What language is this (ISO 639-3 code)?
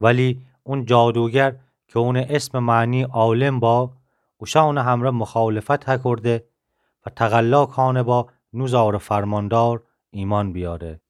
glk